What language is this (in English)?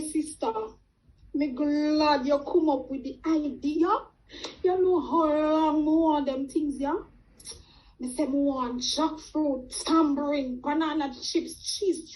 Jamaican Creole English